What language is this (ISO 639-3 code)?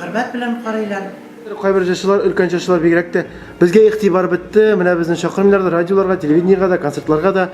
tat